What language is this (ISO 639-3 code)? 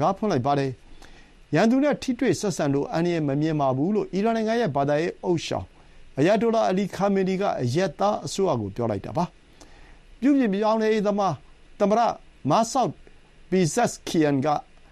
mya